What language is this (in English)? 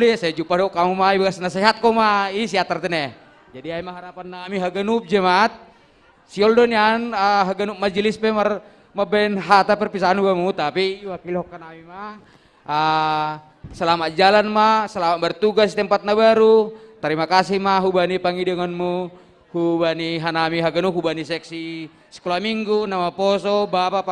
Batak Simalungun